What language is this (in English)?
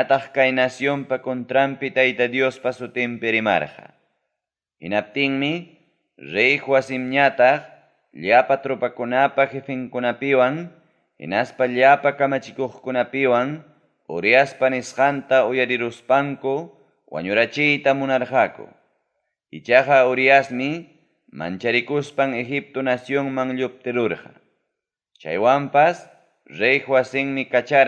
Ayacucho Quechua